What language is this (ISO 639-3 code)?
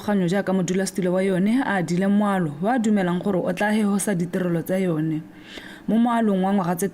tsn